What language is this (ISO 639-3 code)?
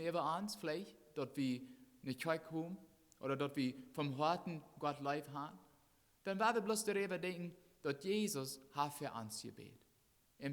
pdt